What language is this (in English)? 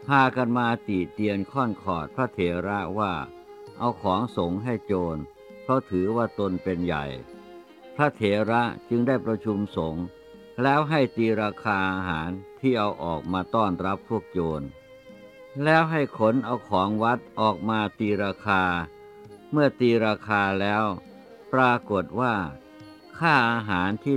Thai